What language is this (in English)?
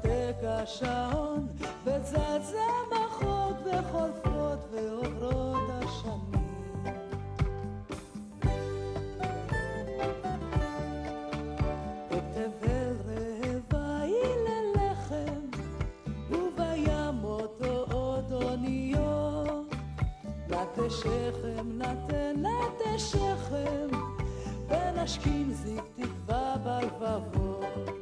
Hebrew